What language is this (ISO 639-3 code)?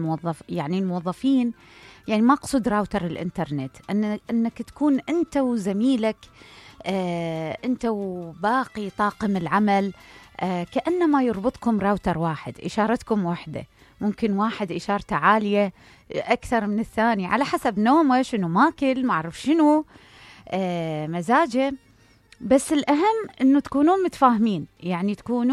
acm